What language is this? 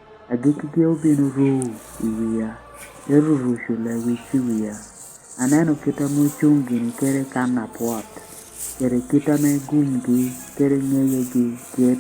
Lango (Uganda)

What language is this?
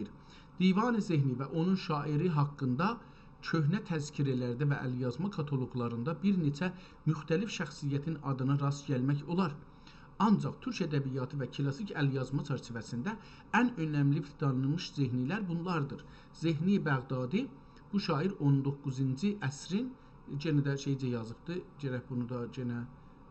South Azerbaijani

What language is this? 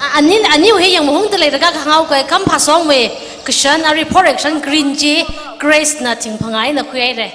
Tangkhul Naga (India)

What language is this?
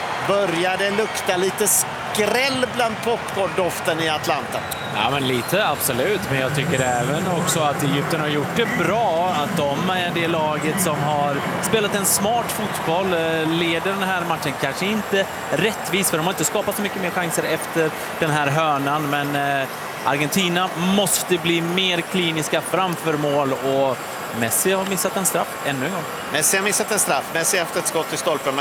Swedish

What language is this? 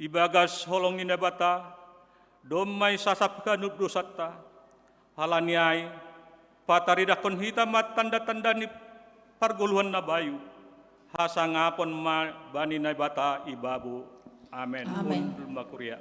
Batak Simalungun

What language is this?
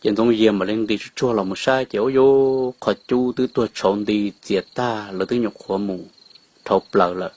Hmong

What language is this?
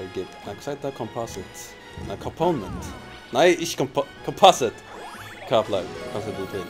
Faroese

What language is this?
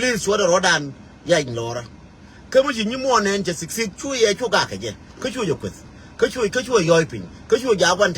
Nuer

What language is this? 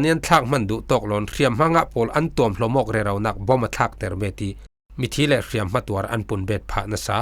Falam Chin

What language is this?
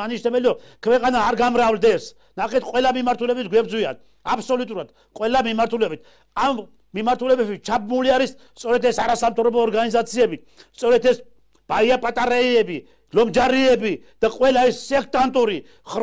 Georgian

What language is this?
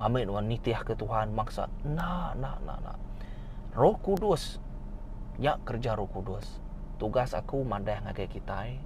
Iban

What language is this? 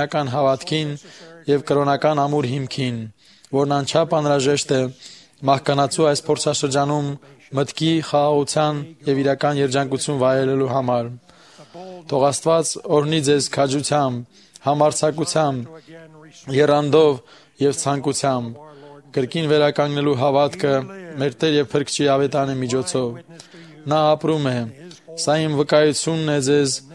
Armenian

